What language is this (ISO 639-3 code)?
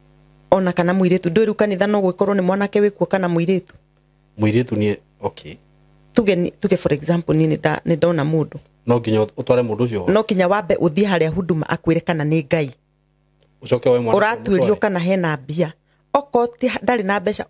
kik